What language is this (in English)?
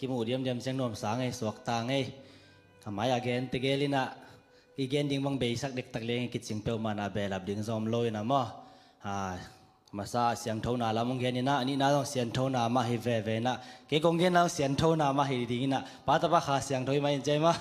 Tedim Chin